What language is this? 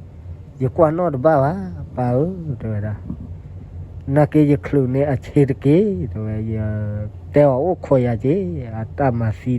S'gaw Karen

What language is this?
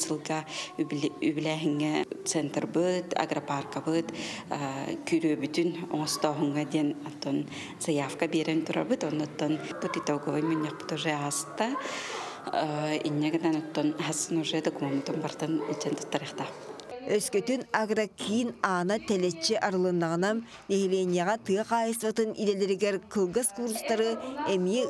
Yakut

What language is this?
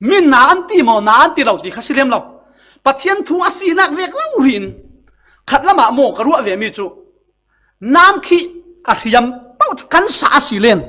Falam Chin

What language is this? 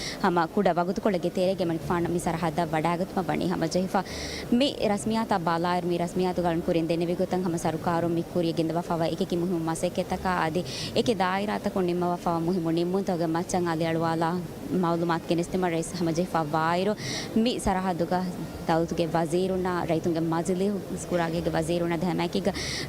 Divehi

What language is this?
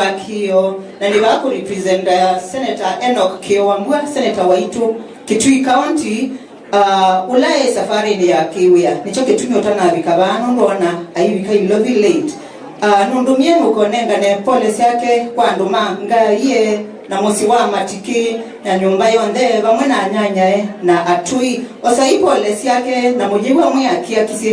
Kamba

